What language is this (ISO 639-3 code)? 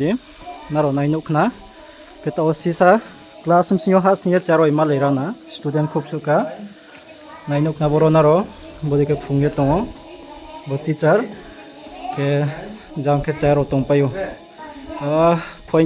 ria